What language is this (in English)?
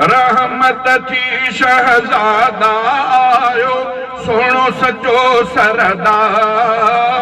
Sindhi